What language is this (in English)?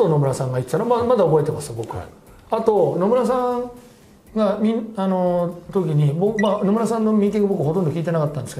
Japanese